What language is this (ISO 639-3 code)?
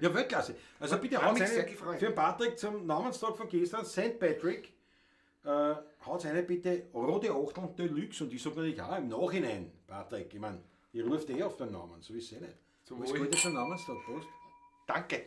bar